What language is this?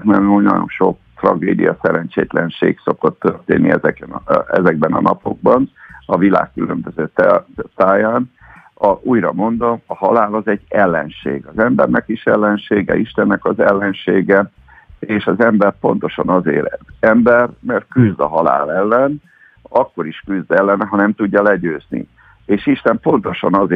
Hungarian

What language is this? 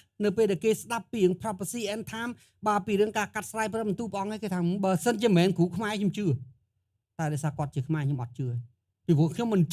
Khmer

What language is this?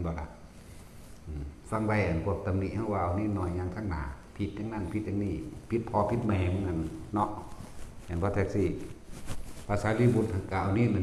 Northeastern Thai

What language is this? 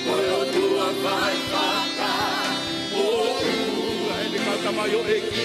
Tongan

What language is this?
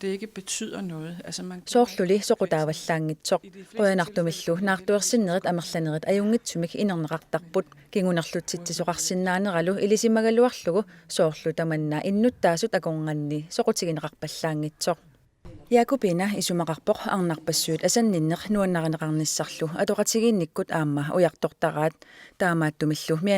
Kalaallisut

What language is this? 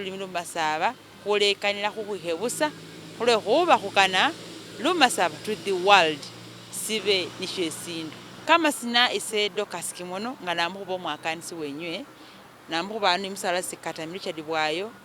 Masaaba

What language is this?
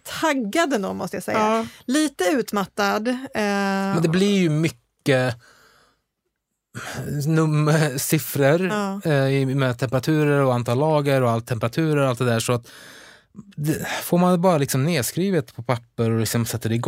Swedish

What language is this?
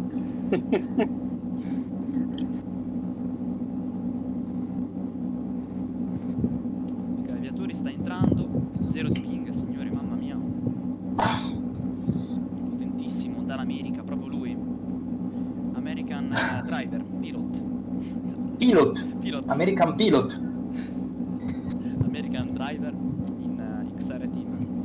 Italian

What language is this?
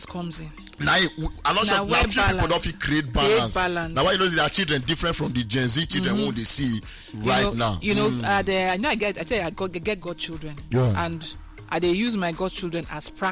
Nigerian Pidgin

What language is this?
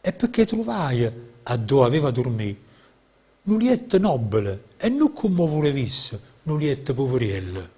Neapolitan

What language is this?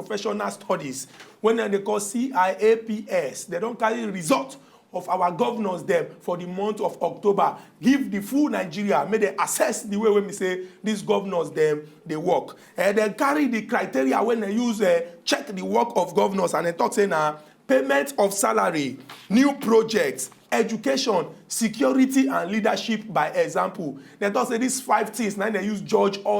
Nigerian Pidgin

